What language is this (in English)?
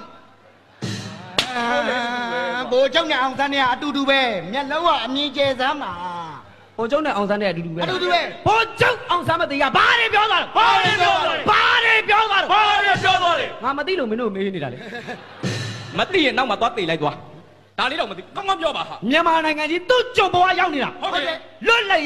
Burmese